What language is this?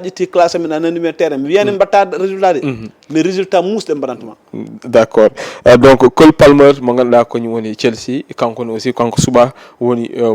Fula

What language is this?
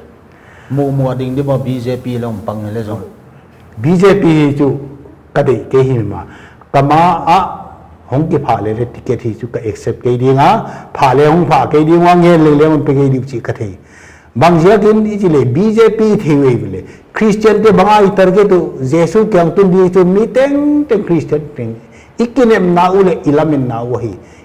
Paite Chin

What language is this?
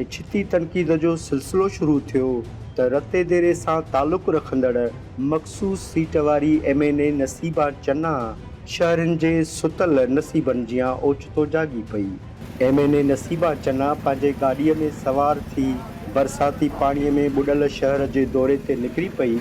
Sindhi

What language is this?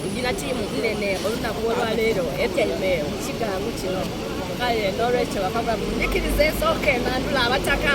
Soga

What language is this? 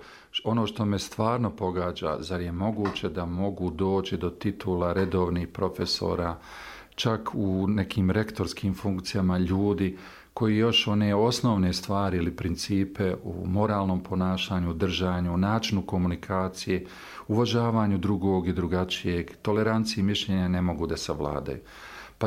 Bosnian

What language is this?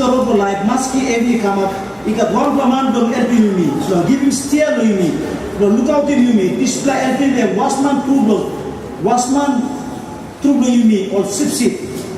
Tok Pisin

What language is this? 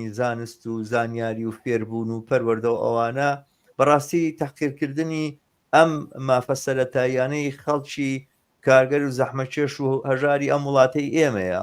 Central Kurdish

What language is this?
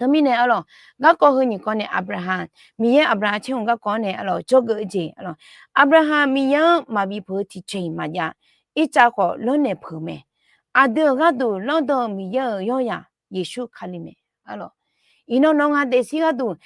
Akha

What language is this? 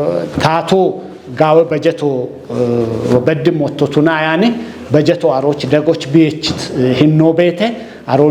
Kafa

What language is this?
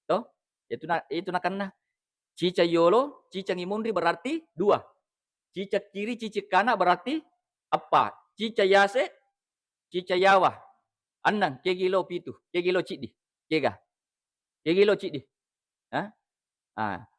Buginese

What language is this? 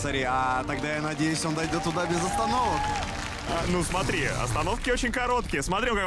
Russian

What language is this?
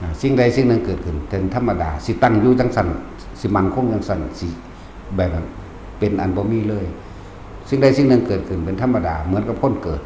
Northeastern Thai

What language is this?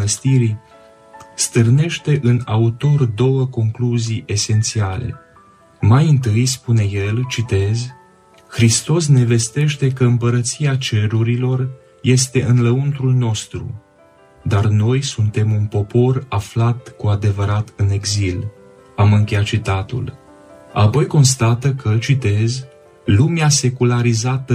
Romanian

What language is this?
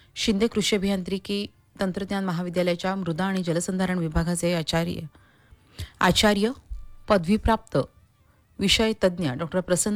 Marathi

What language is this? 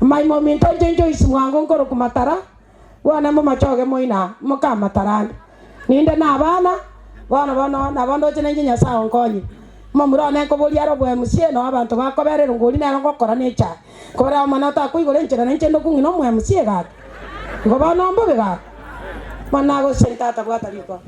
Gusii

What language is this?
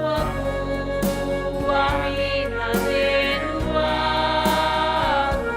Batak Karo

